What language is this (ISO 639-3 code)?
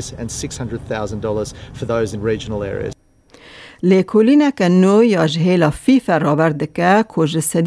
kur